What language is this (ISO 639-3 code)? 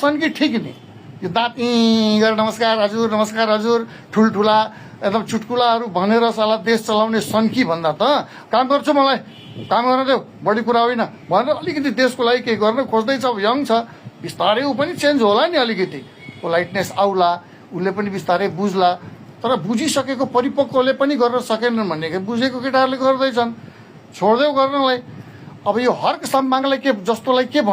nep